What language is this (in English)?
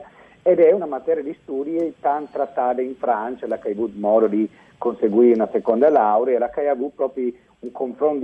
Friulian